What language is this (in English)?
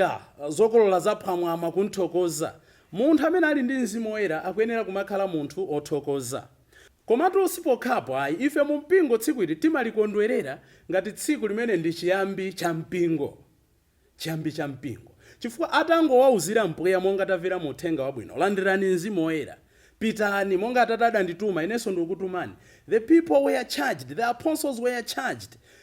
Nyanja